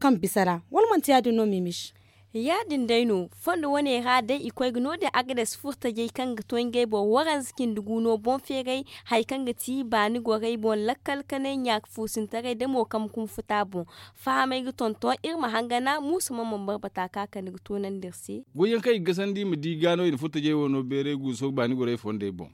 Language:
Zarma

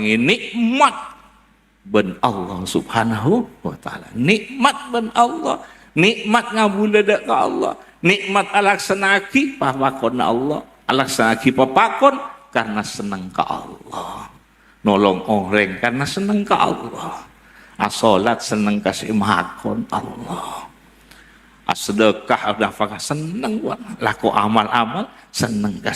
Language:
Madurese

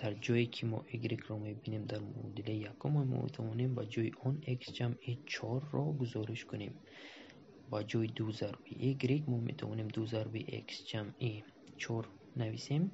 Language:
Tajik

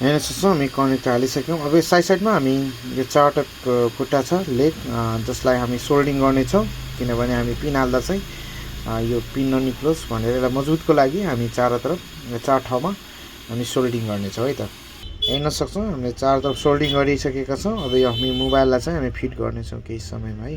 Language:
Nepali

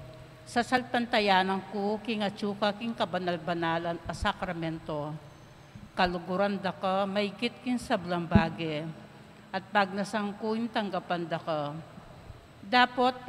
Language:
Pampanga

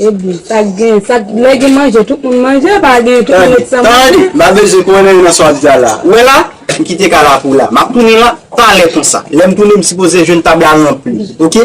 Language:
Haitian Creole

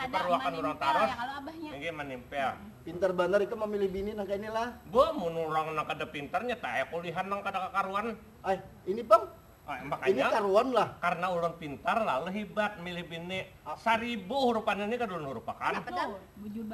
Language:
Banjar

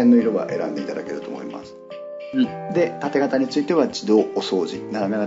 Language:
Japanese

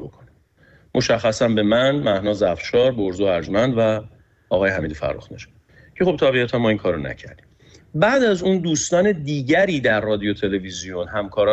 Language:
Persian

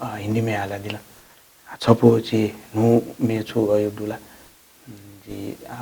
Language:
Newari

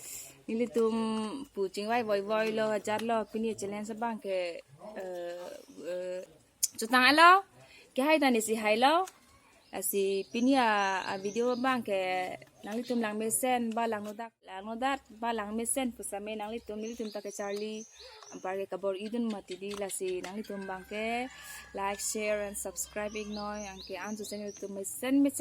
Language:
Karbi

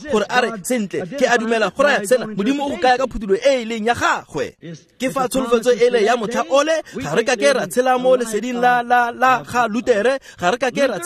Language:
Tswana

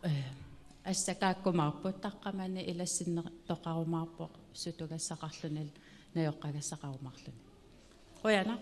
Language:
Kalaallisut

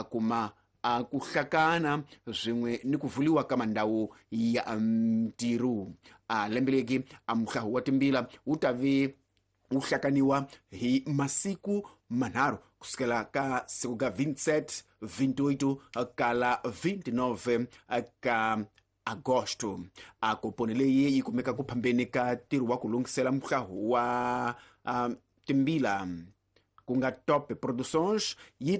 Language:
Tsonga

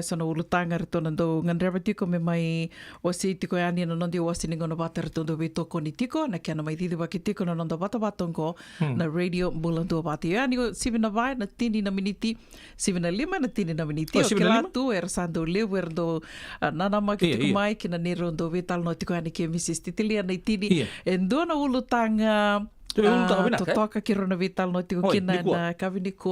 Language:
Fijian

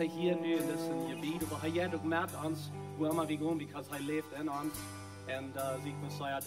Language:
Plautdietsch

